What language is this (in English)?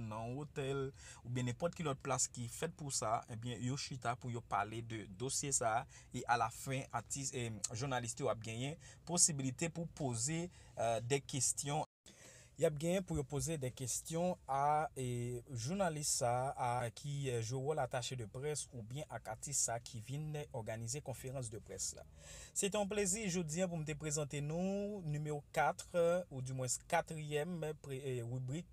Haitian Creole